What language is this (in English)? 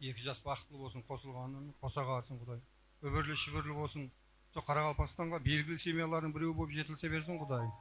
Kara-Kalpak